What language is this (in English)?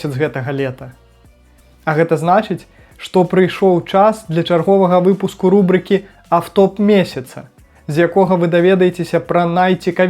Belarusian